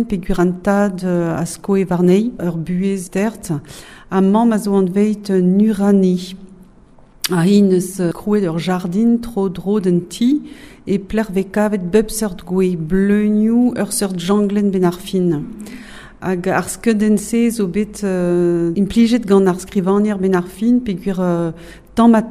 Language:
Breton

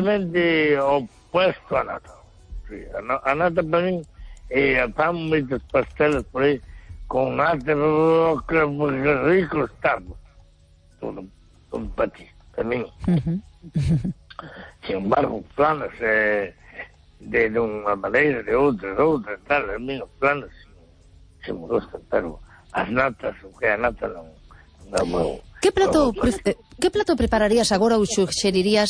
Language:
Galician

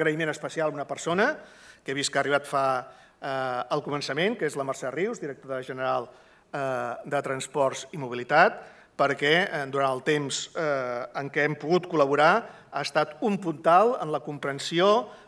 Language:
Catalan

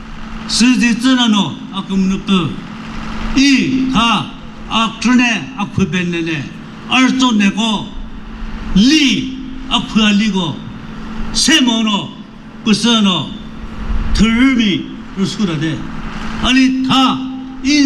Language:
Chokri Naga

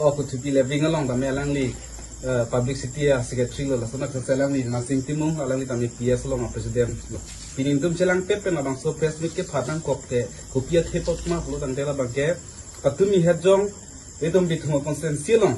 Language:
Karbi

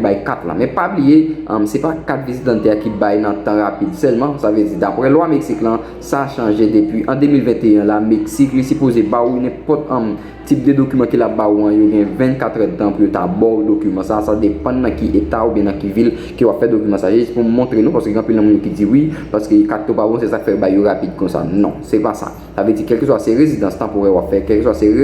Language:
Haitian Creole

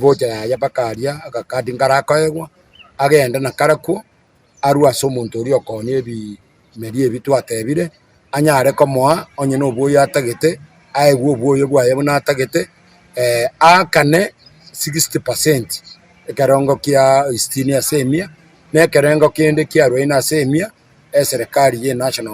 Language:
Gusii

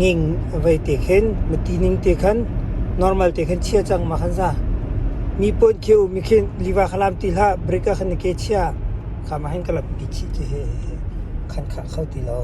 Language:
Hakha Chin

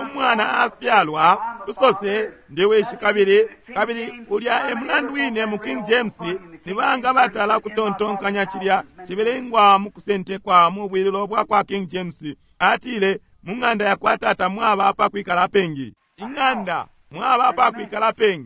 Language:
Bemba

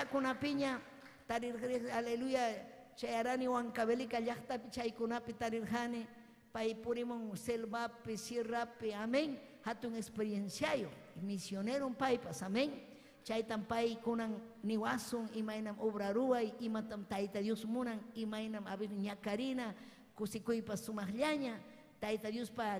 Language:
Ayacucho Quechua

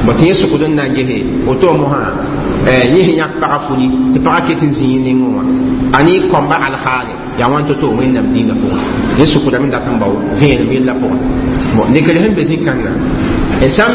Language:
Mossi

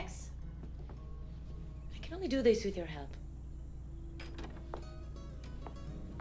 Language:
Czech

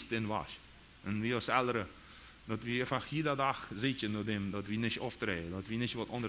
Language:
Plautdietsch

